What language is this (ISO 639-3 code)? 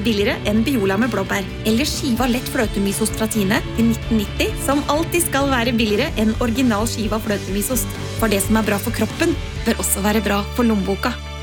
nor